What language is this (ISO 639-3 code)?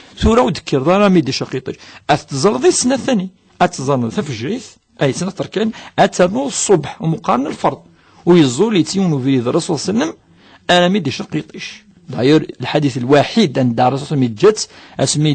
kab